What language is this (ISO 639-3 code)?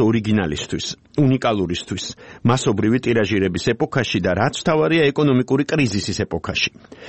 kat